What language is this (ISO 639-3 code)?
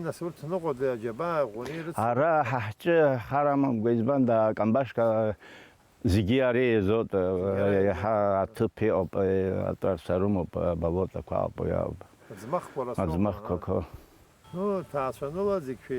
abk